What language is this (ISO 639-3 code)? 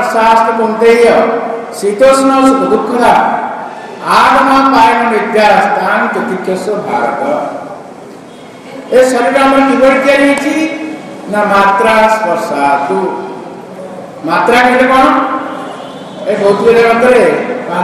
ori